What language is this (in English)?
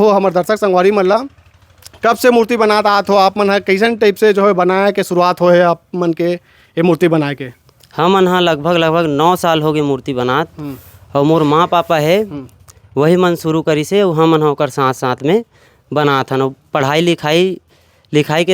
Chhattisgarhi